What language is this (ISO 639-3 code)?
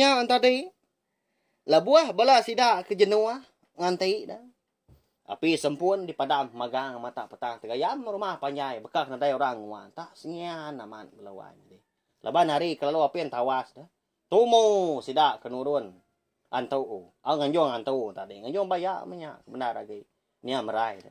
iba